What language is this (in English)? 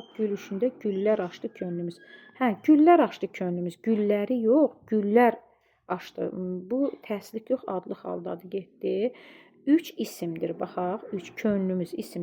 Azerbaijani